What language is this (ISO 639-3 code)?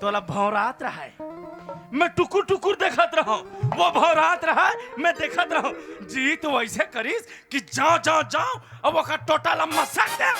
hne